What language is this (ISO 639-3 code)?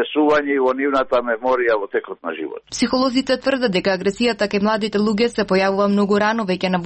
mkd